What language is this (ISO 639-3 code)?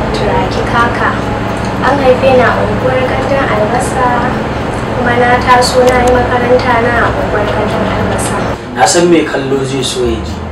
hau